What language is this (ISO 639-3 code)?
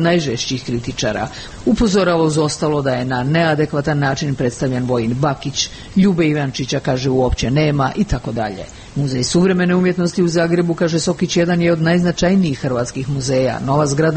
hrv